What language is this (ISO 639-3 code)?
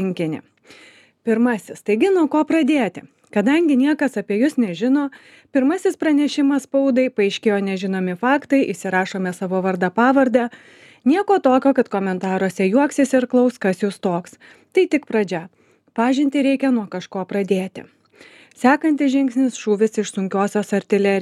lit